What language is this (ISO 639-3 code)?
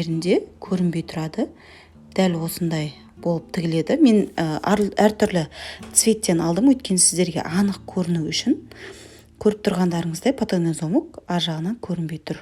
kaz